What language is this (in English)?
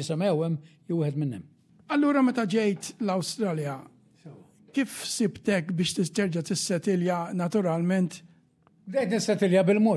Maltese